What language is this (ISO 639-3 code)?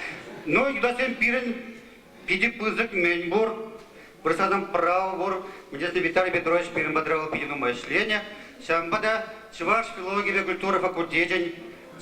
chv